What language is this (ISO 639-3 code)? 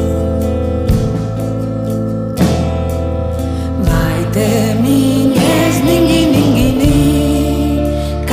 eus